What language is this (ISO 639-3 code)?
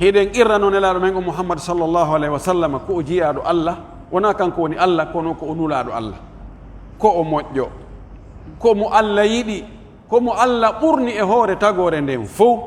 fuf